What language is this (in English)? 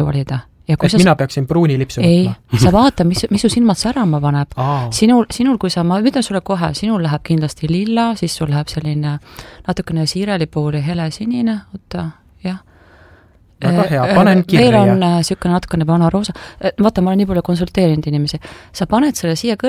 Estonian